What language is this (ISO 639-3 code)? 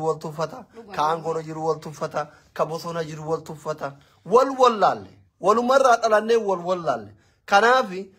orm